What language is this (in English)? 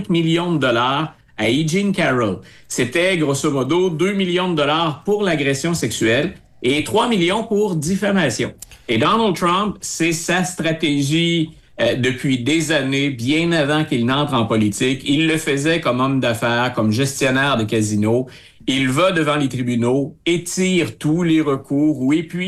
French